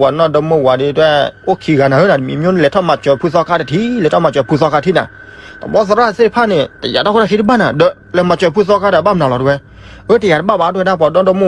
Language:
S'gaw Karen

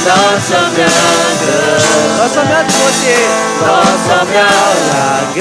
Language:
Akha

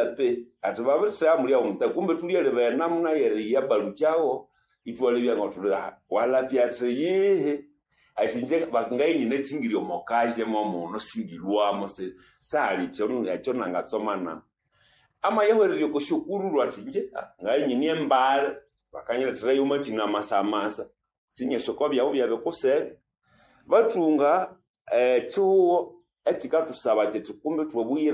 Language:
Nande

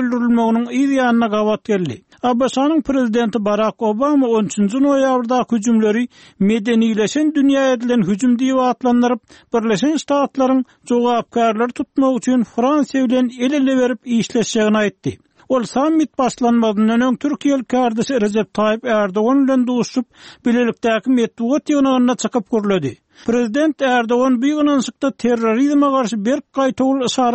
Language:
Turkmen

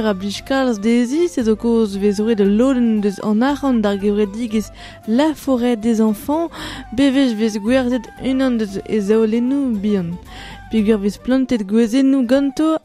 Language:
Breton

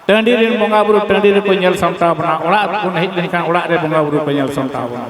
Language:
Santali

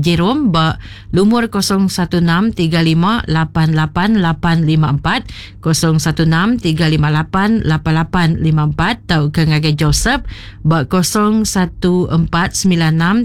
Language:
Iban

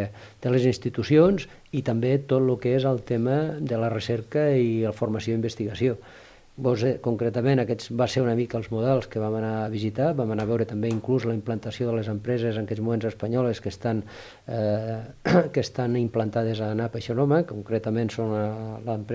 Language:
Catalan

